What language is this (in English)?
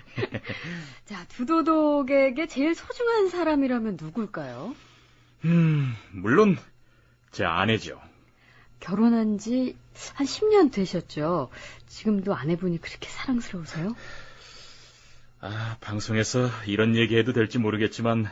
Korean